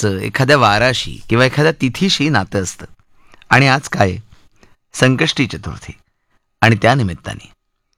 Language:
Marathi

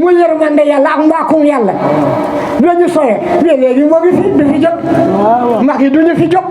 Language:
Wolof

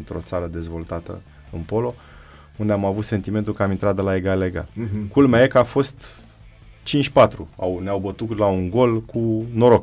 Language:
Romanian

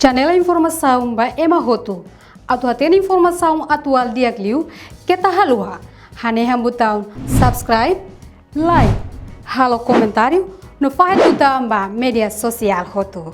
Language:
Tetum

